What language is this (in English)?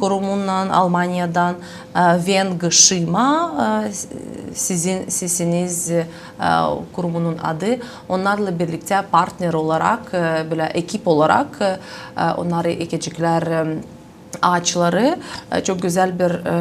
Gagauz